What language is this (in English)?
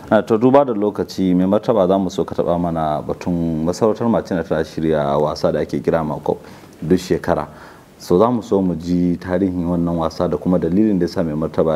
Hausa